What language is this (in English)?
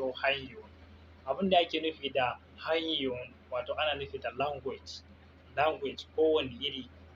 Hausa